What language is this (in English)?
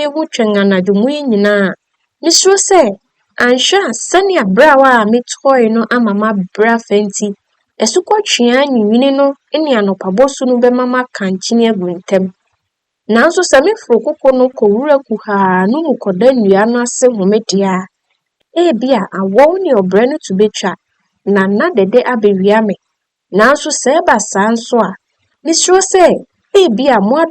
Akan